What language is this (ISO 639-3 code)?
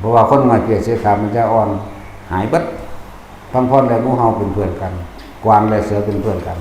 tts